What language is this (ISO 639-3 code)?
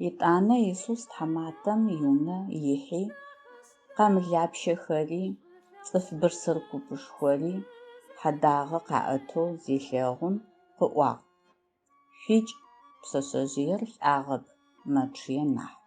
ady